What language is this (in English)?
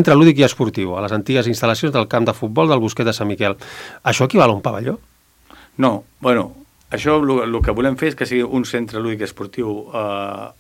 Catalan